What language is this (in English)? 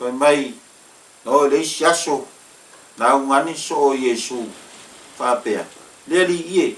Samoan